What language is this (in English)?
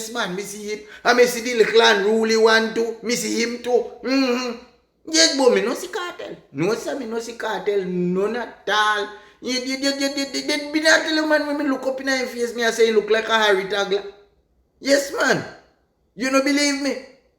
Jamaican Creole English